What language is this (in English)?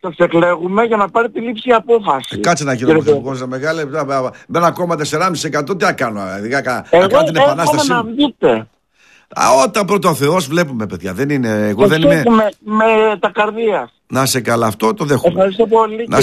Greek